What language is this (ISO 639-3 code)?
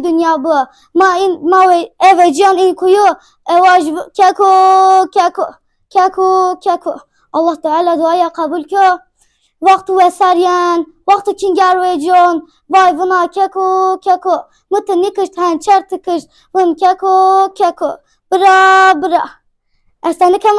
zza